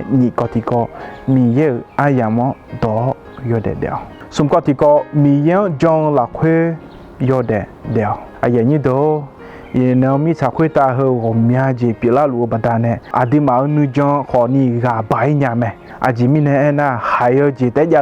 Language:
Akha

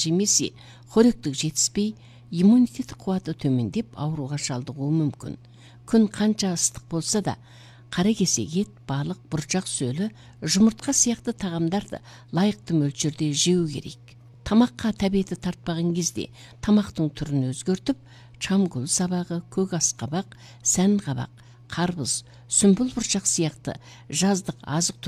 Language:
Kazakh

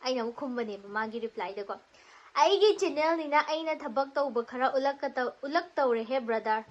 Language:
Manipuri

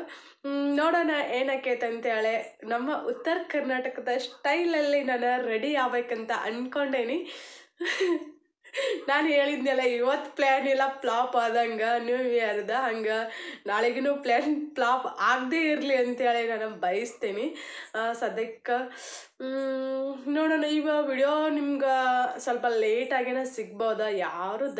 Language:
Kannada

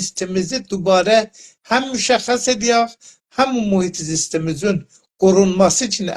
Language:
South Azerbaijani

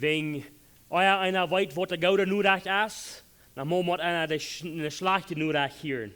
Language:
Plautdietsch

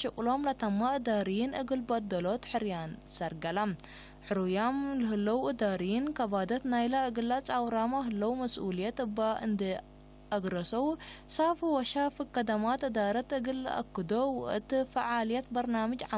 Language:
Tigre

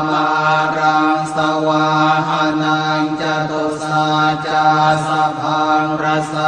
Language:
Pali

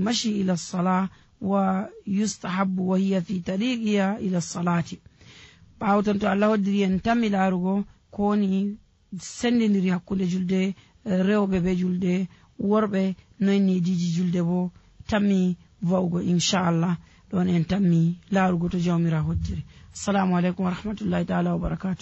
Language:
Nigerian Fulfulde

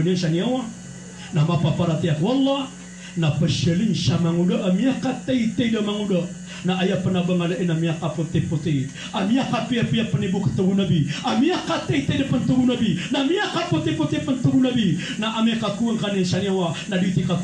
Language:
Maranao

